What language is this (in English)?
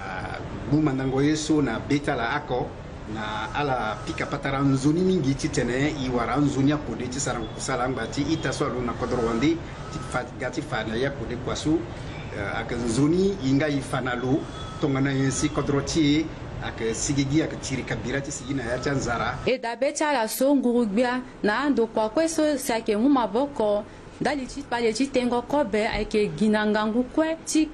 Sango